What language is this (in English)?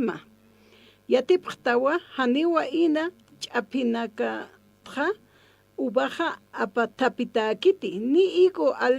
Aymara